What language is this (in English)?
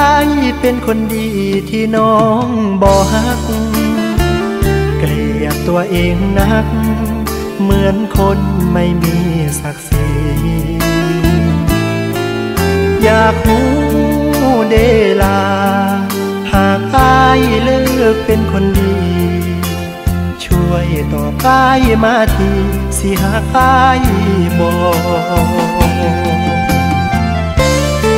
Thai